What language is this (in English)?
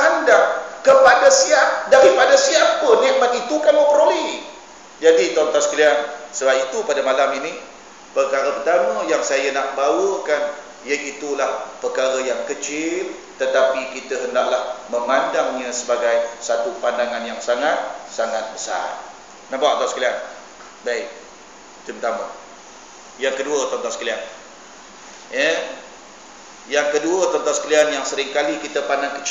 Malay